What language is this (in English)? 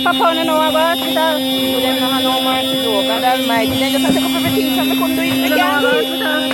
Jamaican Creole English